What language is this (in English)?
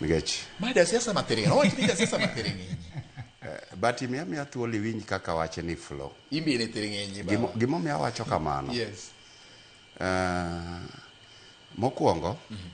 Luo (Kenya and Tanzania)